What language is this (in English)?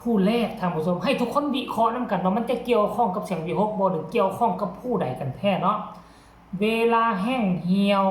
Northeastern Thai